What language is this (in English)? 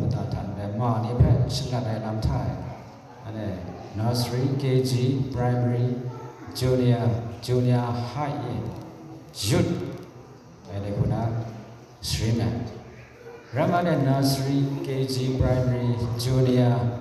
Kachin